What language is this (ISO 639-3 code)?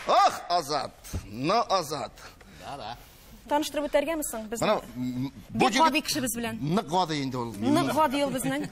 tat